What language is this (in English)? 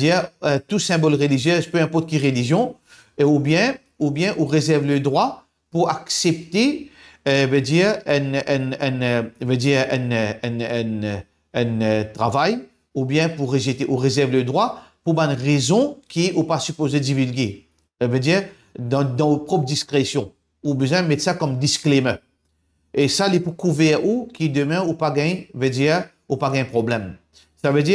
Morisyen